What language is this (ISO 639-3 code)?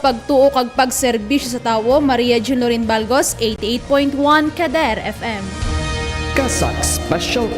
hil